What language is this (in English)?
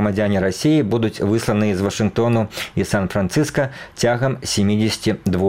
Belarusian